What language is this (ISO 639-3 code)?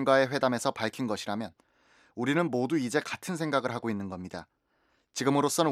kor